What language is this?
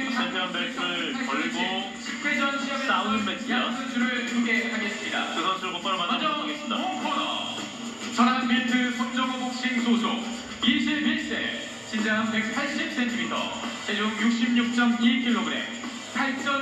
Korean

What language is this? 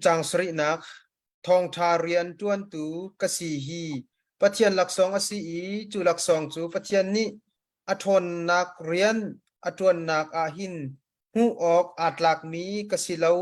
Hakha Chin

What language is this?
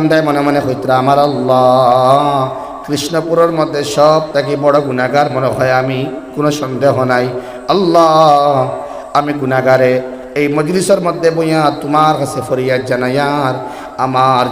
Sylheti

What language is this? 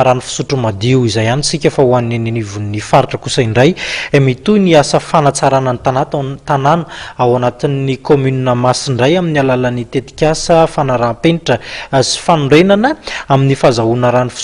Malagasy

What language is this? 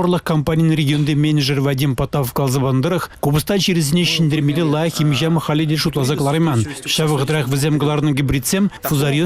Chuvash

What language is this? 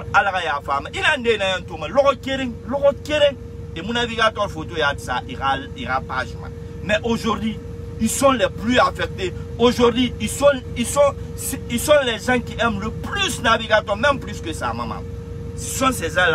French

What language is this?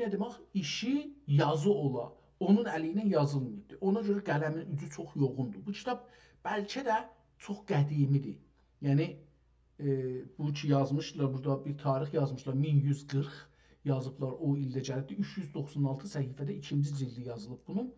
South Azerbaijani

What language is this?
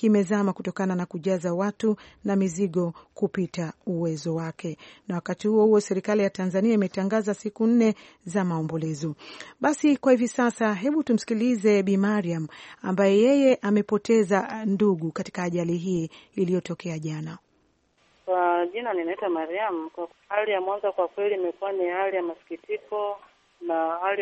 Swahili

